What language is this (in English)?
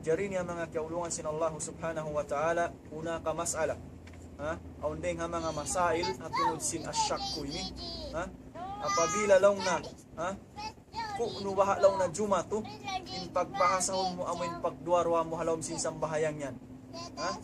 Tausug